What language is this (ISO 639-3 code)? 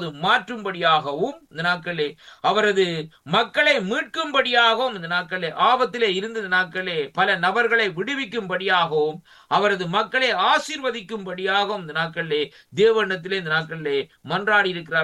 tam